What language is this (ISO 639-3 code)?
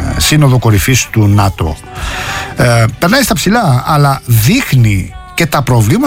ell